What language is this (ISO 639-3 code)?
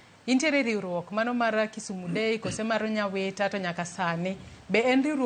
luo